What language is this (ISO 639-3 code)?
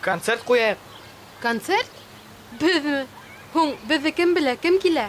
bak